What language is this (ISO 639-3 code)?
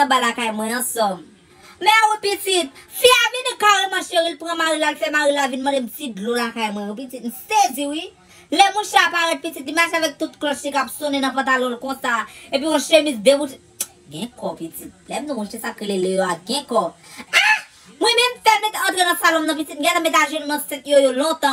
hat